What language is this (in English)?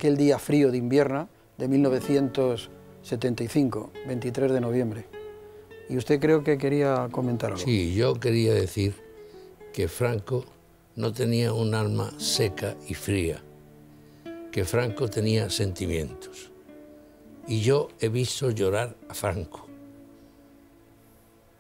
Spanish